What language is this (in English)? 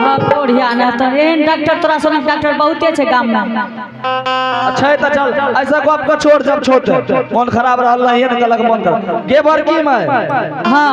Angika